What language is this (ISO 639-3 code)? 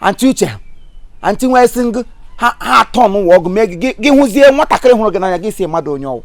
ibo